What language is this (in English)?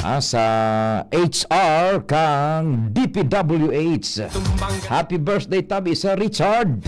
Bikol